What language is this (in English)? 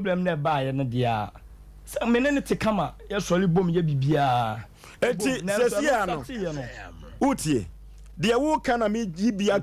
Akan